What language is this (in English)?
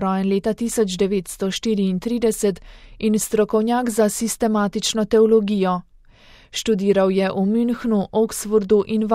Slovenian